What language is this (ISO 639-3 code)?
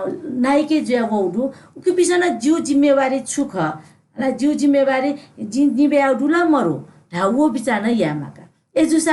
new